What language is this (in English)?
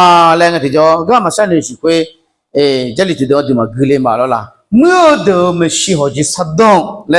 Akha